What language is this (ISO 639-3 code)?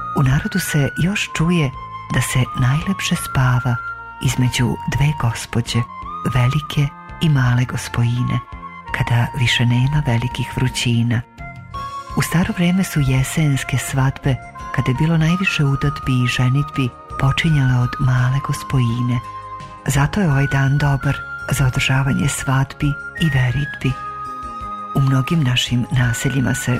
srp